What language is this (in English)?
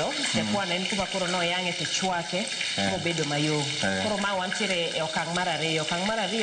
Luo (Kenya and Tanzania)